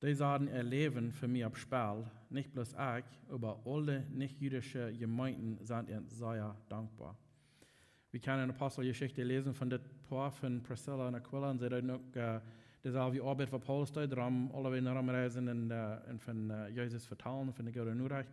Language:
Plautdietsch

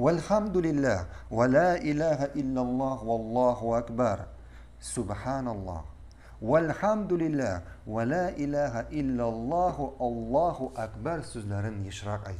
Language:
Tatar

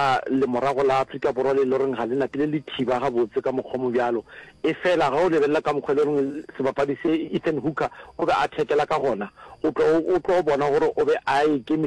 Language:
Northern Sotho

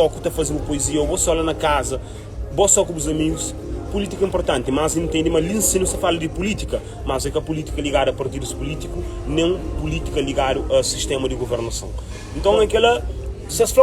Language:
Kabuverdianu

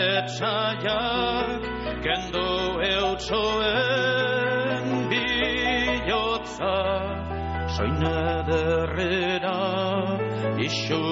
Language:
Basque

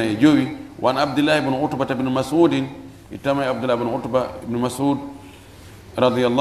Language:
Fula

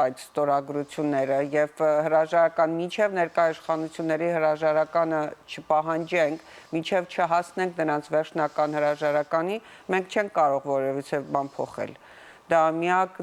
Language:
Western Armenian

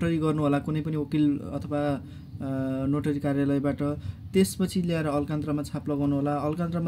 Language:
Nepali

